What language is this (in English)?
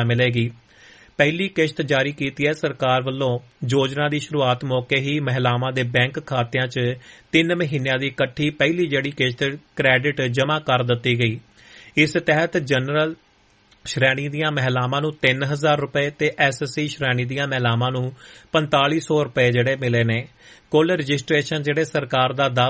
Punjabi